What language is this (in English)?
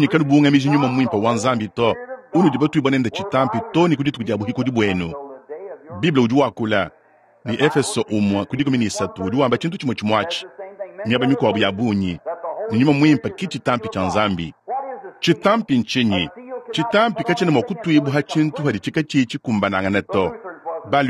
Luba-Lulua